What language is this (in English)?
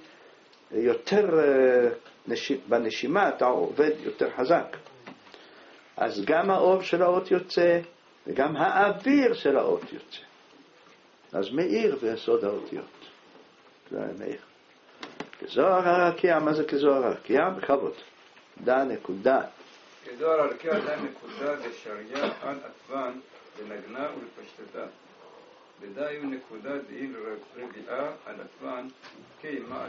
Hebrew